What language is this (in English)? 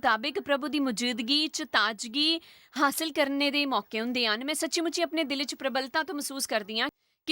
Dogri